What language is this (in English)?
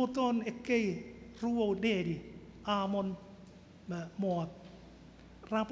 Chuukese